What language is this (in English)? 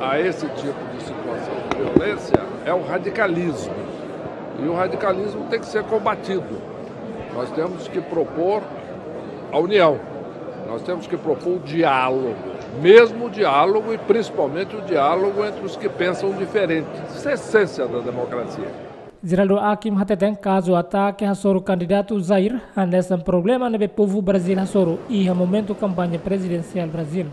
Tetum